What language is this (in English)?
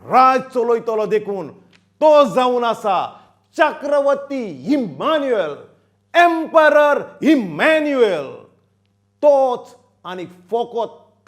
Konkani